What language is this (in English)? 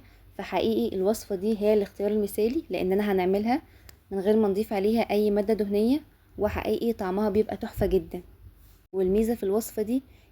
Egyptian Arabic